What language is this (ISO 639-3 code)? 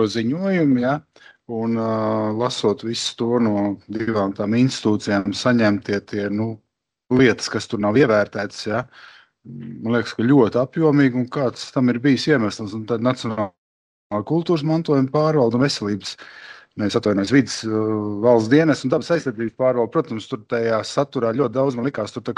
lav